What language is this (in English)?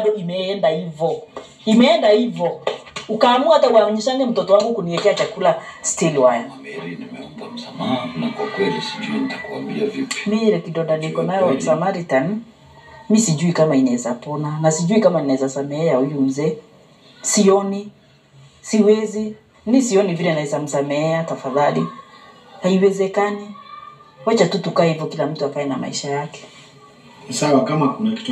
Swahili